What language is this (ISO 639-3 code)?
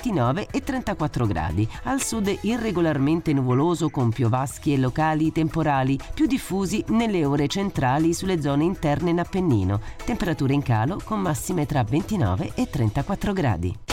ita